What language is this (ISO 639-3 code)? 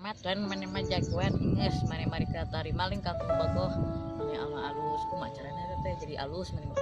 sun